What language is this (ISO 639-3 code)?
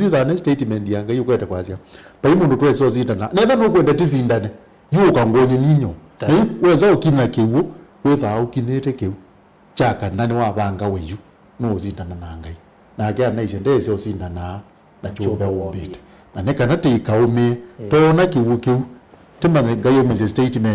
kam